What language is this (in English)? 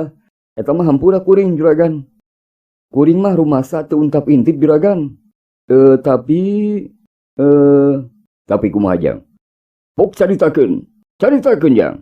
Sundanese